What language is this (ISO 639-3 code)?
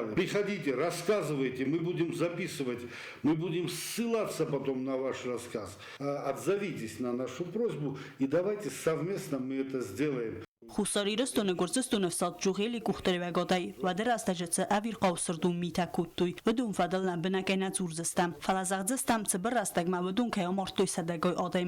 oss